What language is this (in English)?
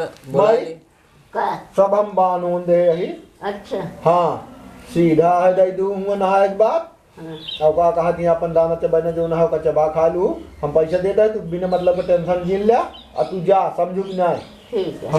Awadhi